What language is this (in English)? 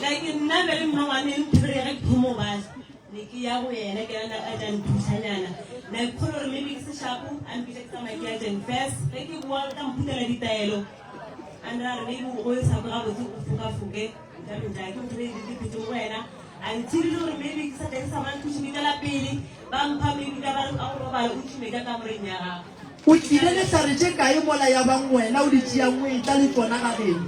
Northern Sotho